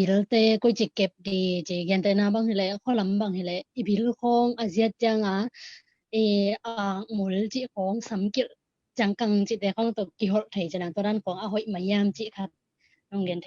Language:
Tedim Chin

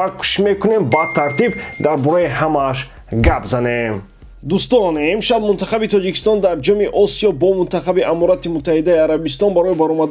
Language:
Tajik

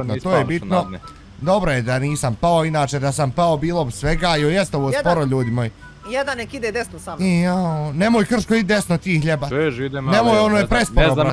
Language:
Bosnian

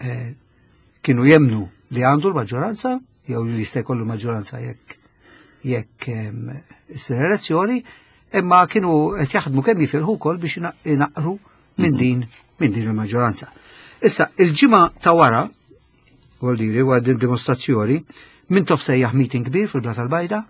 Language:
Maltese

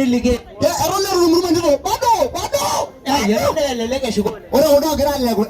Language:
Masai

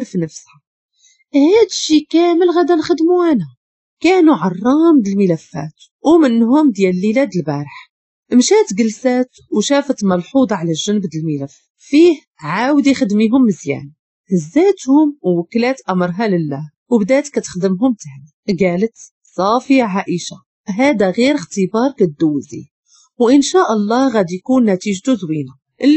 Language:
Moroccan Arabic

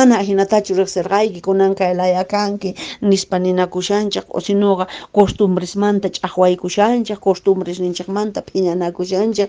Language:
Quechua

